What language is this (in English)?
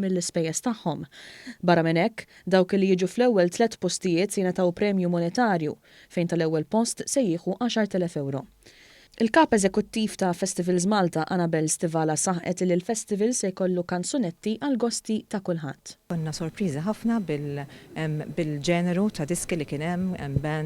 Maltese